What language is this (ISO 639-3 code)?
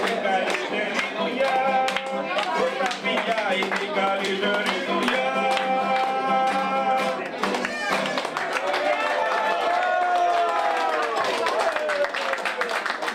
ell